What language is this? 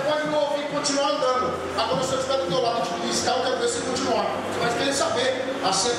Portuguese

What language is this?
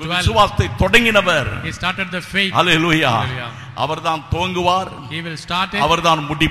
Tamil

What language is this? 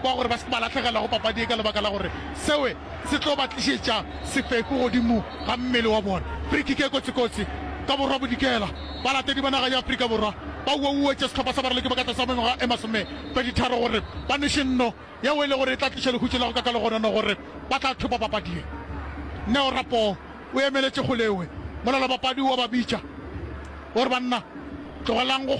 Northern Sotho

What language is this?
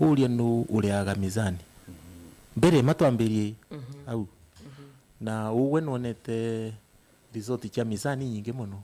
Meru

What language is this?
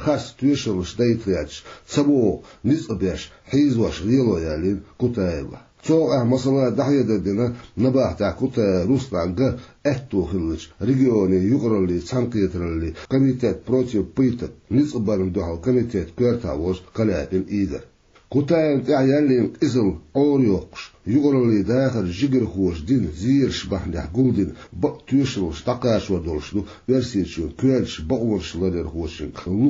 Chechen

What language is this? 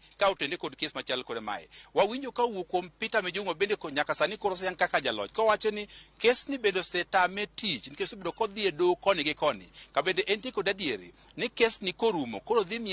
Luo (Kenya and Tanzania)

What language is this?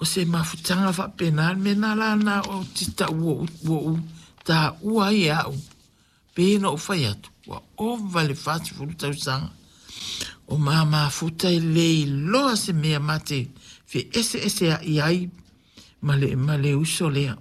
Samoan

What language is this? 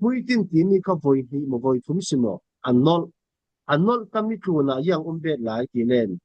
Falam Chin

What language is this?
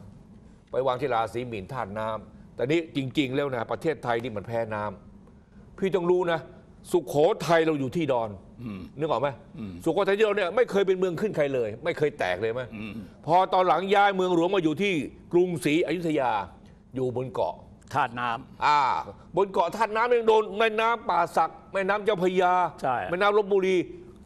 Thai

